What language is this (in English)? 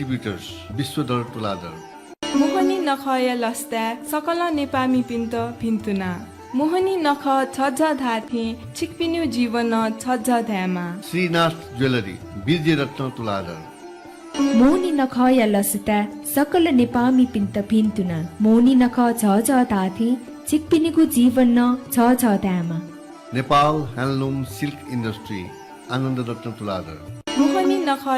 Newari